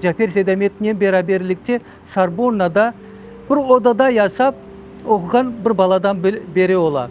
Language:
Crimean Tatar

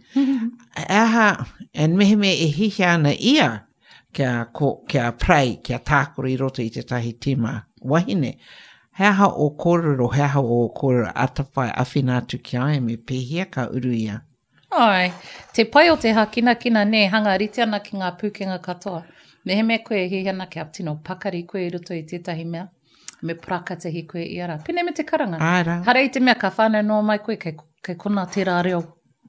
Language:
Māori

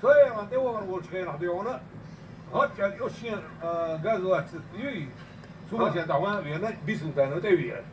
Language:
Chechen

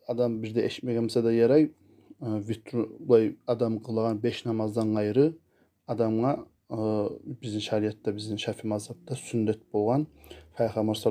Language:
Kumyk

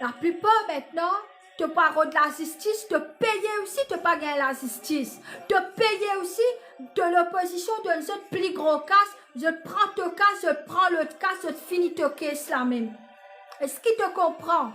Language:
Morisyen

